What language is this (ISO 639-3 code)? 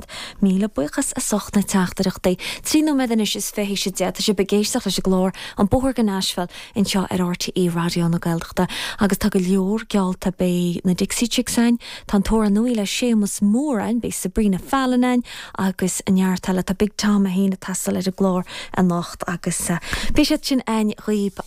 gle